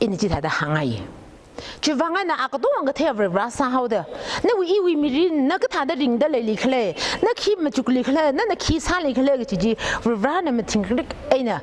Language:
Tangkhul Naga (India)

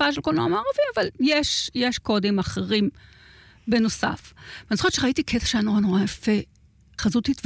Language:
Hebrew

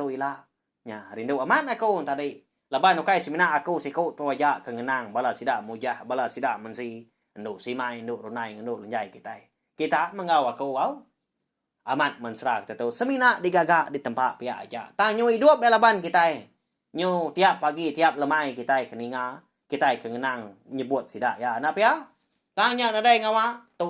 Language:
Iban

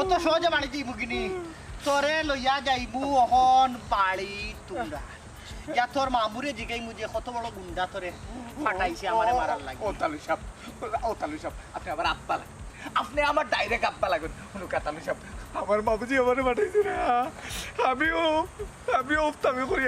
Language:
Sylheti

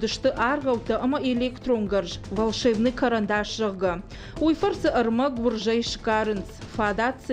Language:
Ossetic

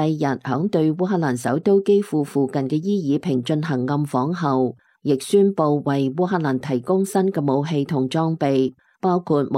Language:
Cantonese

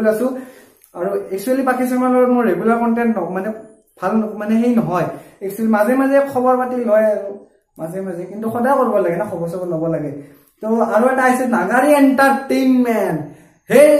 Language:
Assamese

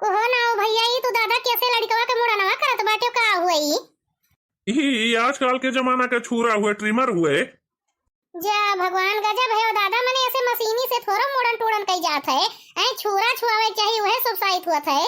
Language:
Awadhi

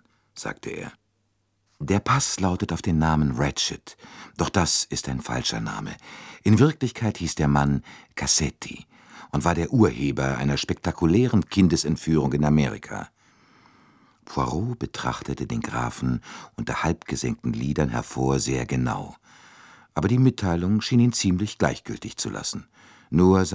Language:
German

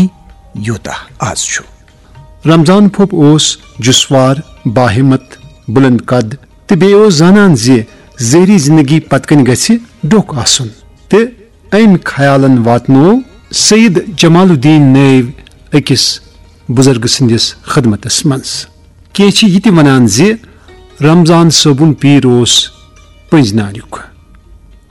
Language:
Kashmiri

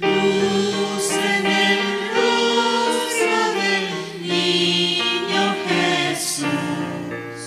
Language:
Aymara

